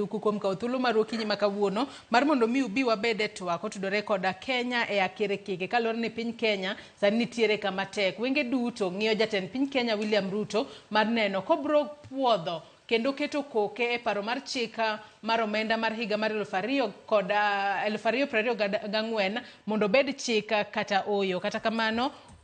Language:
Luo (Kenya and Tanzania)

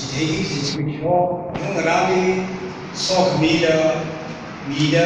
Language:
Tangkhul Naga (India)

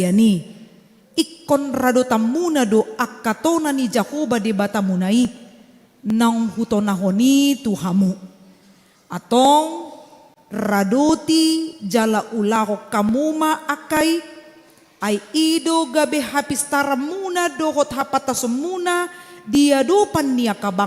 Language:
Batak Toba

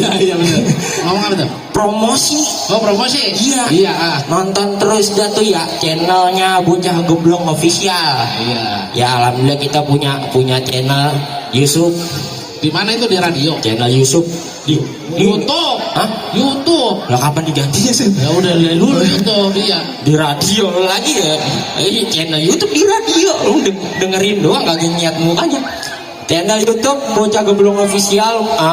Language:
Betawi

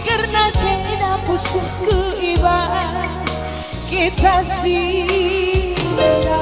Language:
Batak Karo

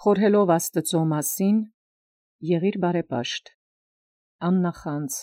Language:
Armenian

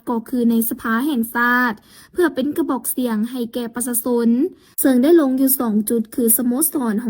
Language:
Lao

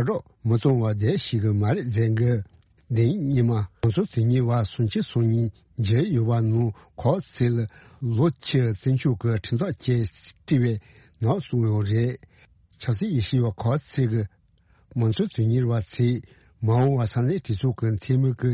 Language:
Tibetan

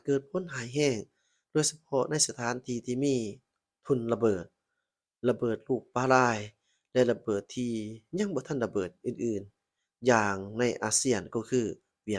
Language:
Lao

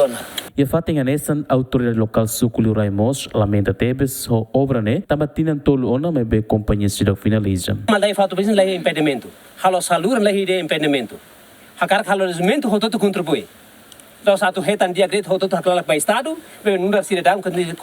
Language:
Tetum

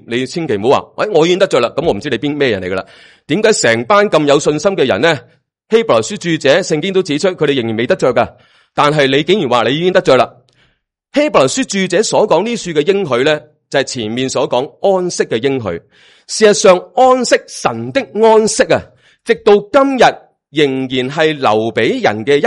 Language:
Cantonese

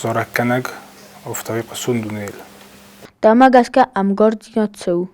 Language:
Ossetic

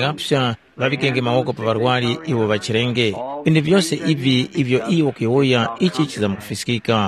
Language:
Tumbuka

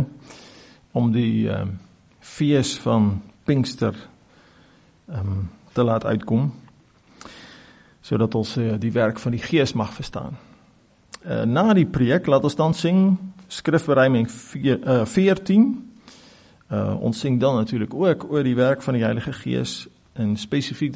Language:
Afrikaans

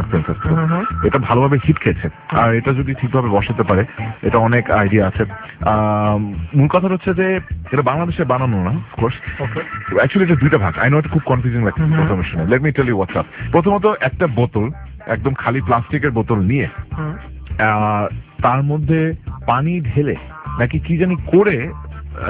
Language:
Bangla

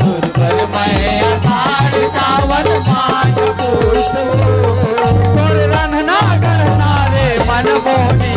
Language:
Chhattisgarhi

